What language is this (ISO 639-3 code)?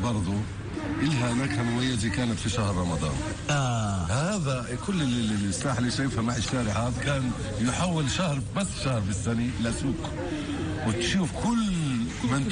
apc